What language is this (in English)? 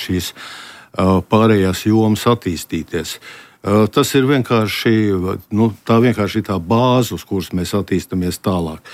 Latvian